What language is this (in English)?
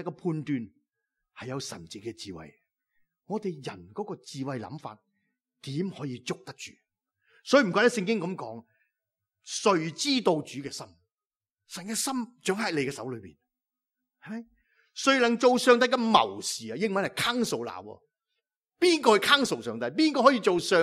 Cantonese